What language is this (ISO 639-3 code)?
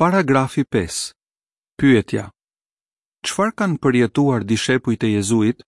sqi